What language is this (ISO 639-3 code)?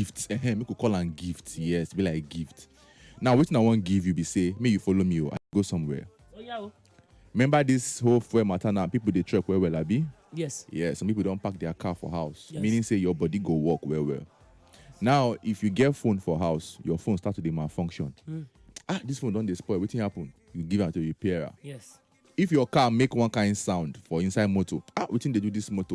pcm